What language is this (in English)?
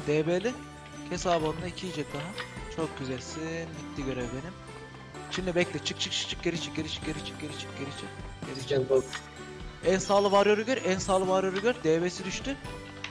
Turkish